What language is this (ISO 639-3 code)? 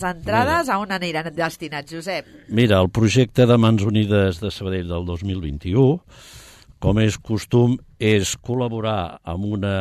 cat